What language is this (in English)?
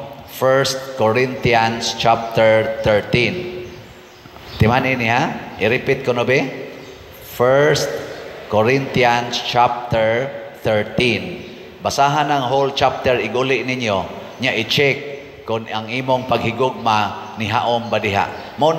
Cebuano